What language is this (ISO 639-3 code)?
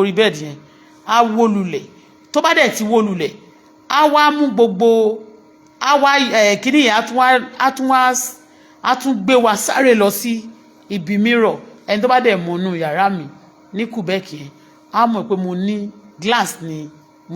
yor